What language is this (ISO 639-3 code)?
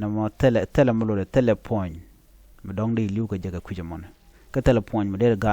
nus